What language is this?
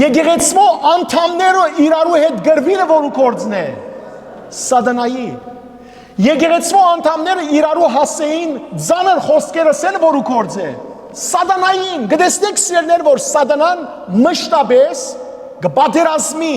Western Armenian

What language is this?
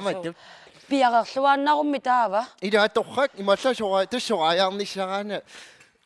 Kalaallisut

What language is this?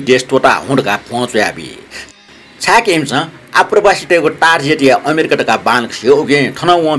Newari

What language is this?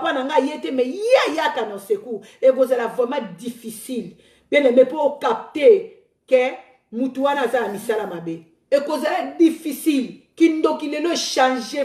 Lingala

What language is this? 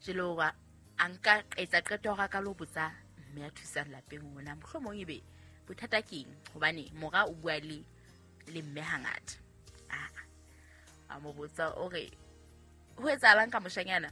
Southern Sotho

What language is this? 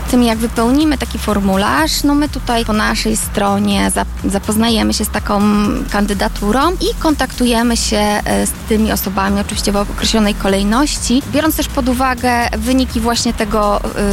Polish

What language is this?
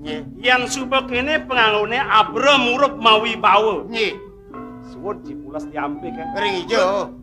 Balinese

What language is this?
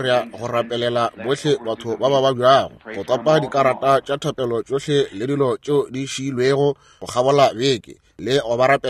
Northern Sotho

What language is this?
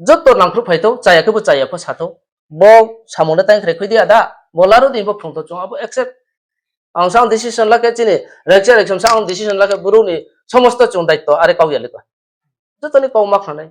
Riang (India)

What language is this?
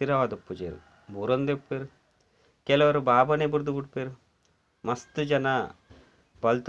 Tulu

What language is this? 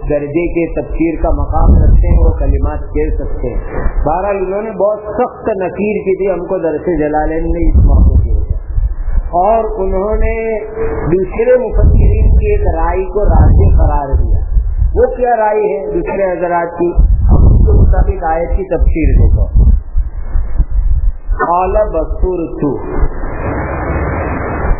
Urdu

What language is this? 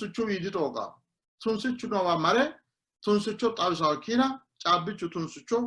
Sidamo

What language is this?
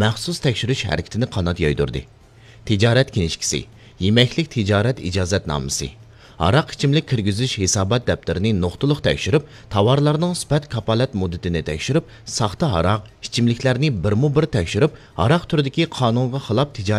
Uyghur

